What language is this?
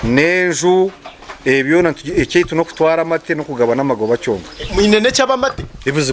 Nyankole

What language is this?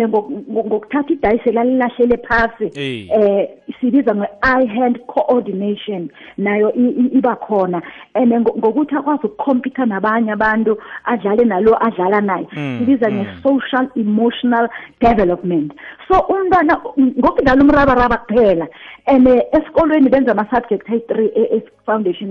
South Ndebele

